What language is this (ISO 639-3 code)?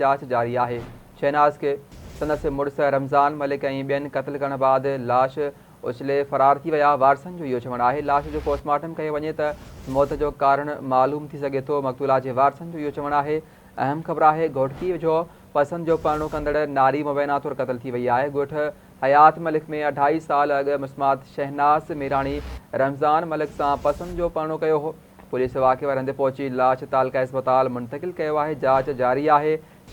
snd